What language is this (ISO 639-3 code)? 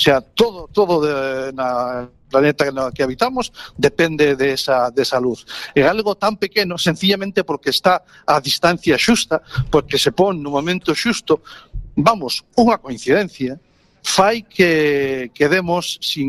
glg